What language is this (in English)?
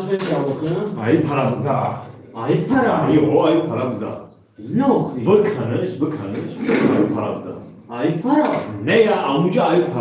Tajik